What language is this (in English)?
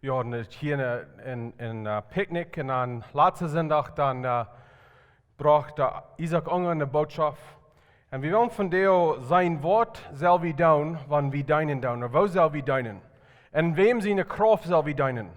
Plautdietsch